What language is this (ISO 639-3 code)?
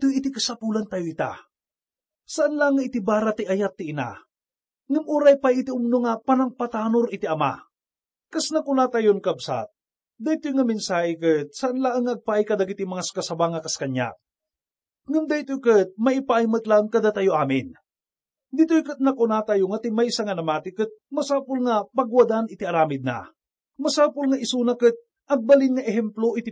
ilo